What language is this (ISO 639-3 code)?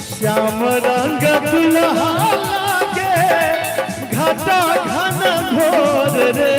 mai